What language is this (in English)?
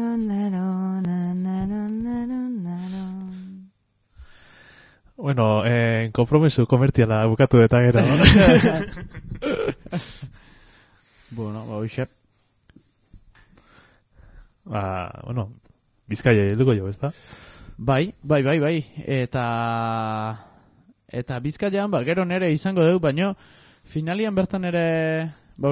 Basque